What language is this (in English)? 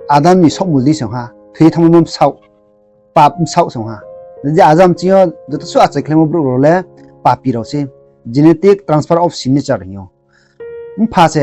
Riang (India)